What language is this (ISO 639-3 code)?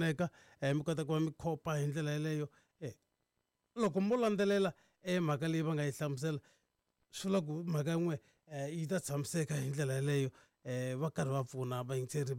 tso